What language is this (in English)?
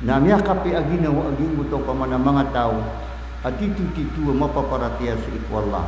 Maranao